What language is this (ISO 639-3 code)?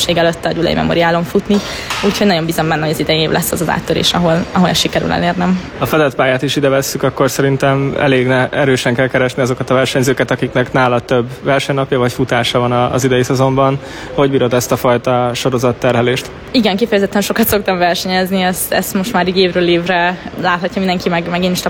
hun